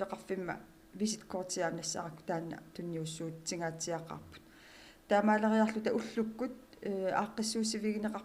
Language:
Kalaallisut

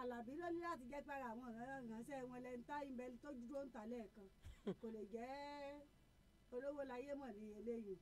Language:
Yoruba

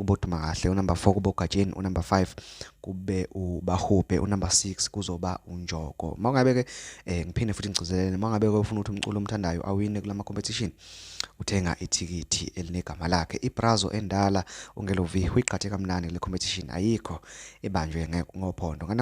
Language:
Zulu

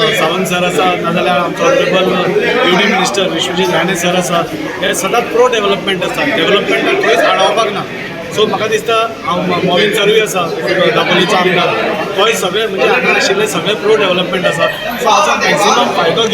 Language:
Konkani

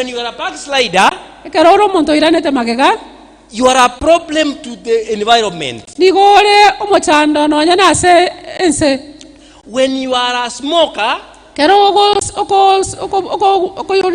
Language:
Gusii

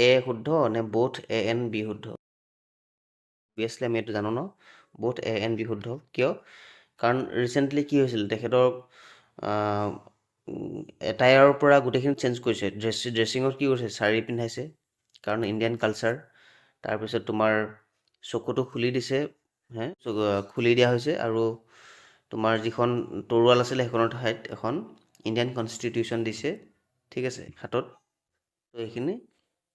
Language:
Assamese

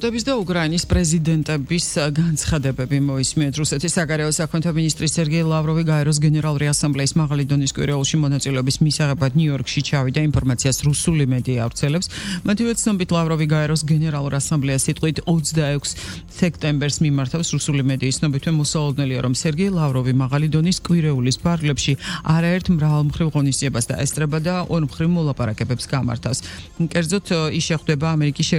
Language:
Georgian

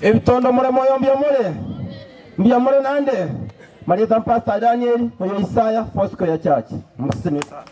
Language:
Gusii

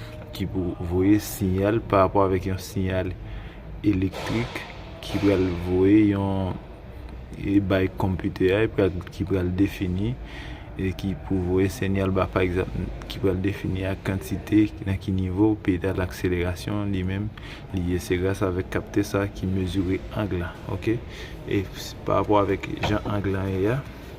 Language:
Haitian Creole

